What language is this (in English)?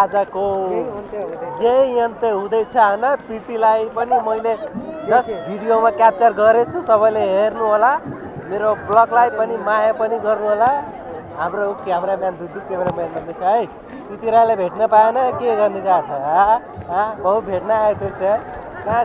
Nepali